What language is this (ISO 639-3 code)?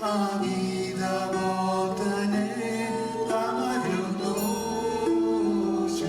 nap